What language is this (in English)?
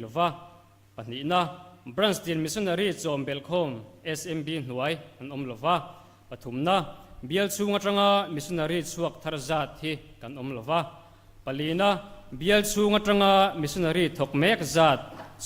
Mizo